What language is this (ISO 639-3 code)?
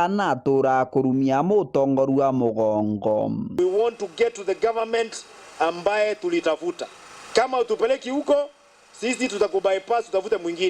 mer